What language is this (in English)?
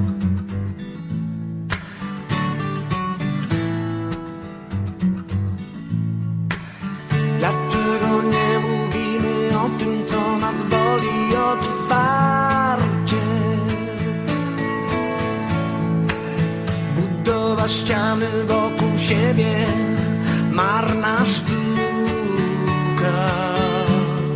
Polish